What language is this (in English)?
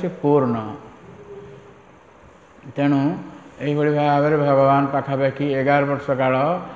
Odia